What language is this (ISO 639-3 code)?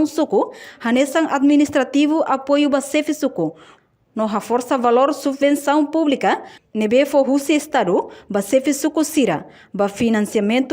tet